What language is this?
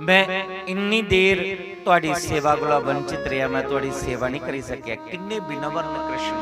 Dogri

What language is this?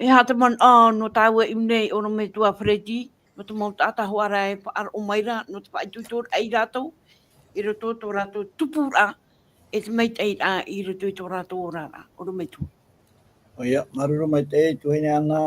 Tahitian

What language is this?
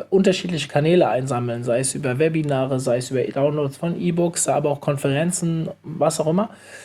German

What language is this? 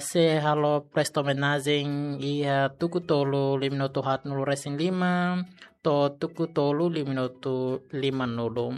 Tetum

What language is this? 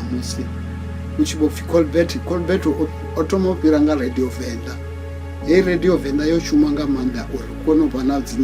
Venda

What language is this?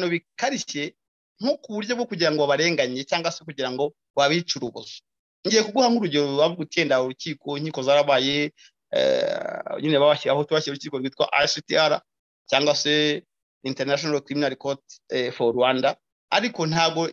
Kinyarwanda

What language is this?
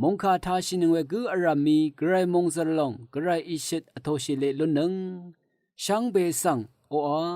Rawang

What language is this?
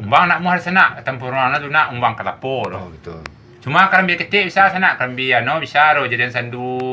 Minangkabau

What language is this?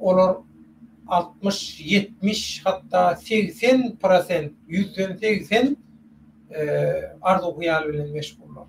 Turkmen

